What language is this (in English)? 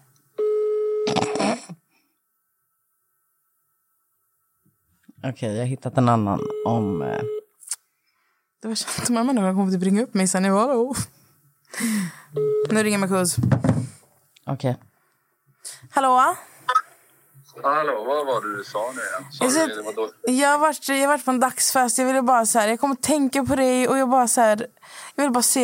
Swedish